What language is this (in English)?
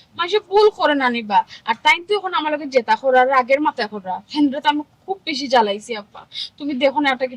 Sylheti